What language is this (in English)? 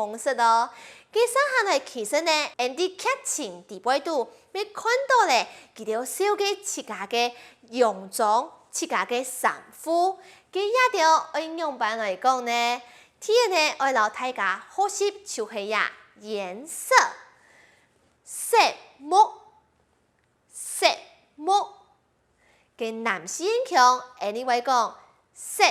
Hakka Chinese